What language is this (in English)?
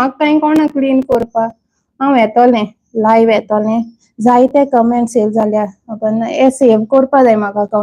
Konkani